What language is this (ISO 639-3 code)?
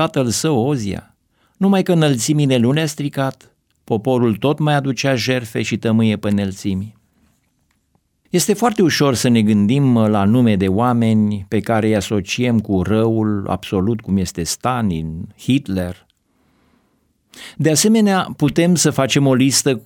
ron